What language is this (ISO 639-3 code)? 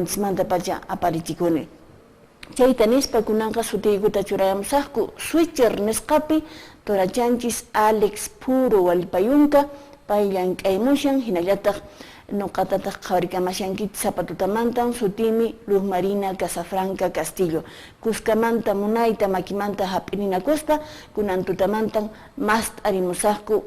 que